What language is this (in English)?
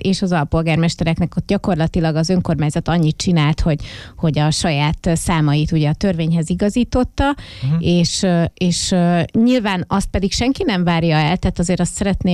Hungarian